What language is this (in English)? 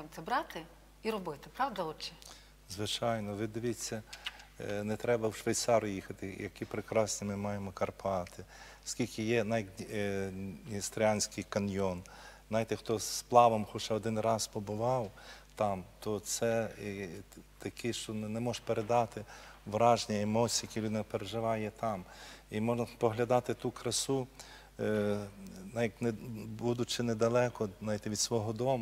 Ukrainian